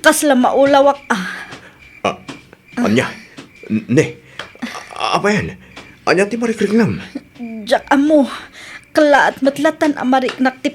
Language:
Iloko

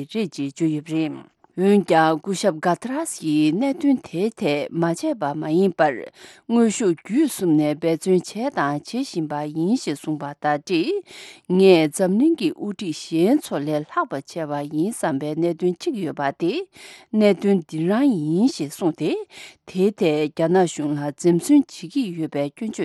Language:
Tibetan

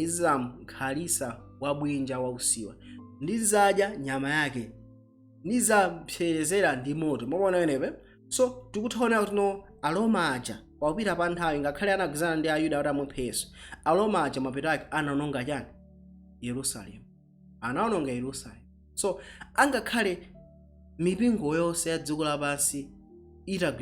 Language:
Nyanja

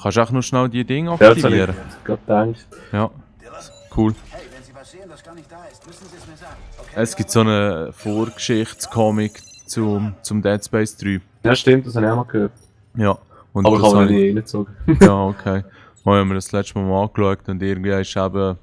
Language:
Swiss German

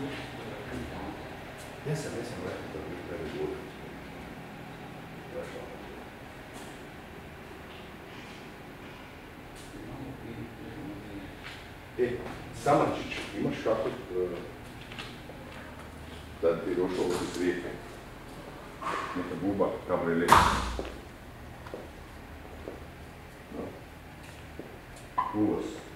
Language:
Croatian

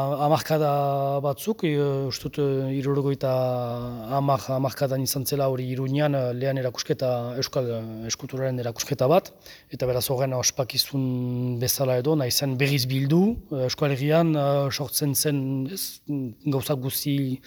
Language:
Basque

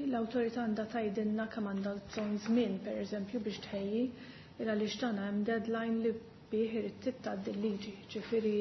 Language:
Maltese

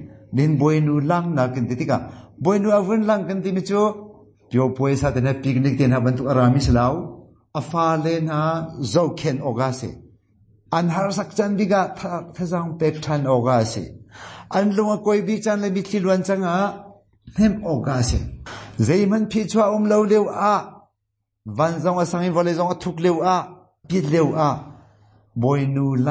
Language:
Hakha Chin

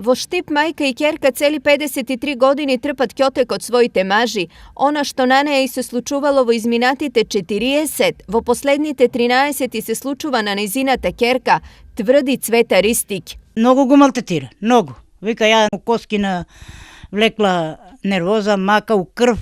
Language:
Macedonian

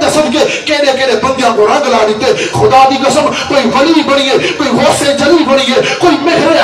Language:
Saraiki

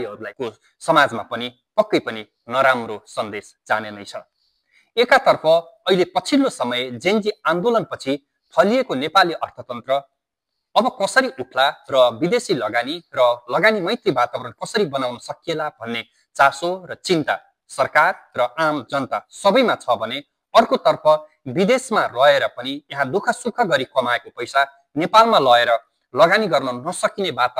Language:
Nepali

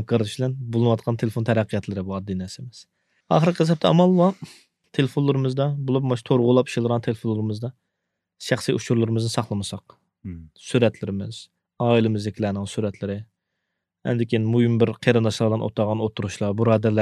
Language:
Uyghur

